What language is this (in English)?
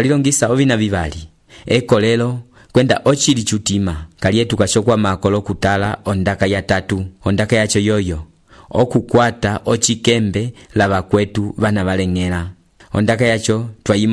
Umbundu